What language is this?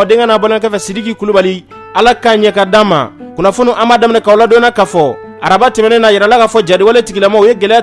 Bambara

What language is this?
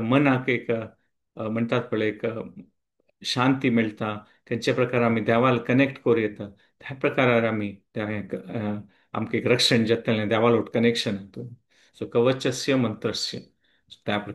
Konkani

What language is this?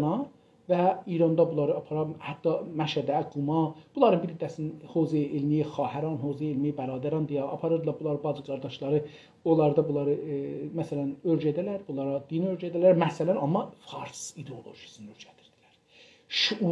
South Azerbaijani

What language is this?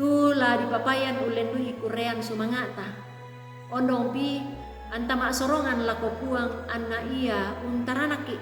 Toraja-Sa'dan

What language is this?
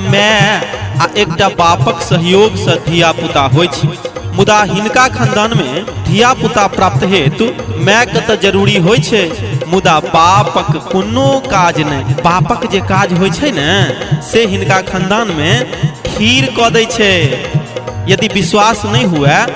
Maithili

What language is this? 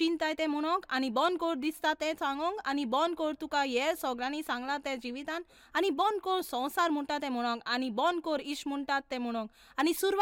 Konkani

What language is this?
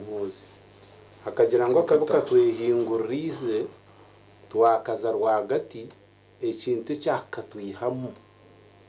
Nyankole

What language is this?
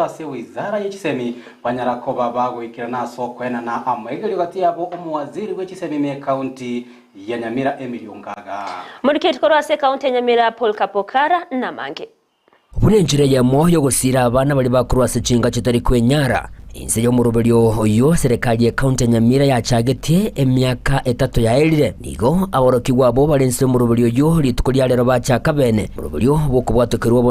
Gusii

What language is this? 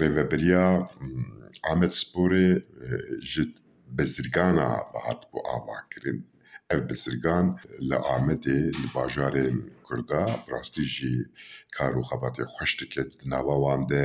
Kurdish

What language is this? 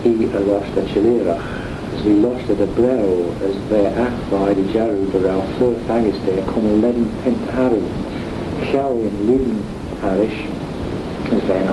Manx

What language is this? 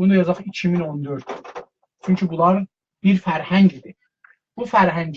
South Azerbaijani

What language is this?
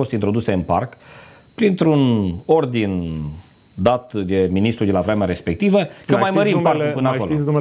Romanian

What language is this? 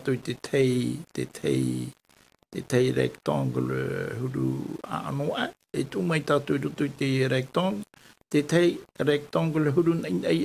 Tahitian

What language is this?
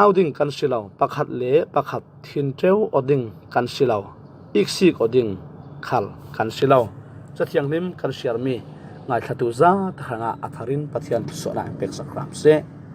Falam Chin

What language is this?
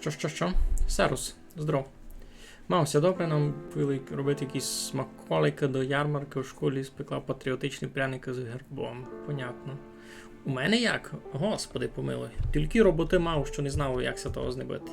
Rusyn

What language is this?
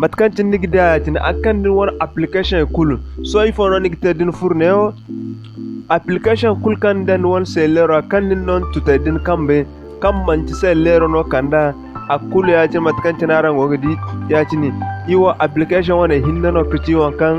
Zarma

